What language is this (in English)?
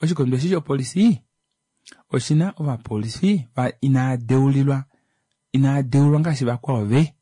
Kuanyama